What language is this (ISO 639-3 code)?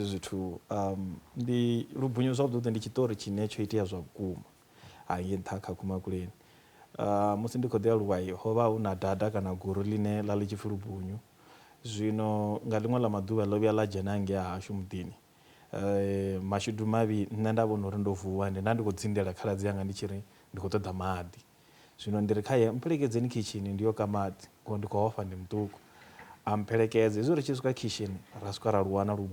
ven